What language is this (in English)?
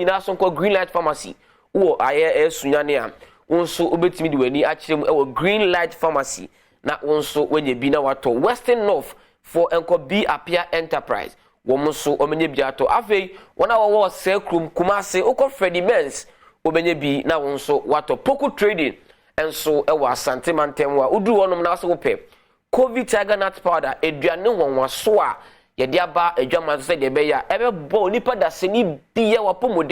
Akan